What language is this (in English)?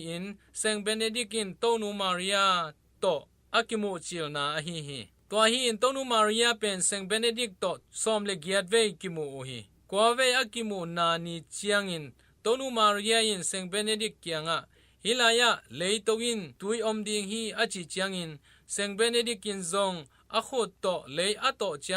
Tedim Chin